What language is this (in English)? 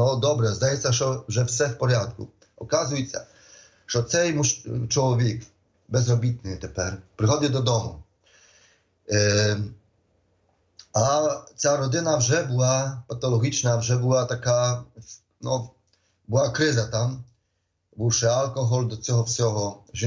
Ukrainian